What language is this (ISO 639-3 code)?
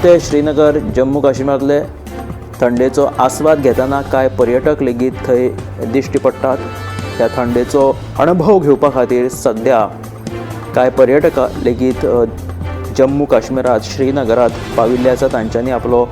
kok